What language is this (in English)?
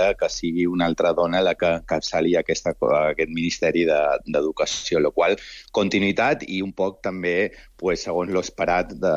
Catalan